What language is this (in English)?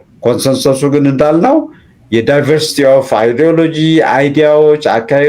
Amharic